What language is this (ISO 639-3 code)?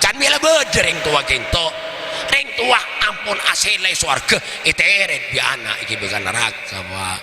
mad